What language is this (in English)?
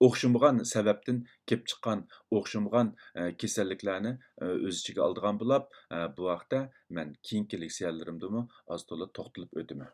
Uyghur